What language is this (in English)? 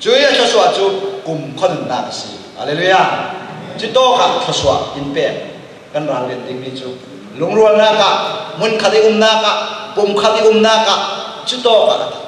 Falam Chin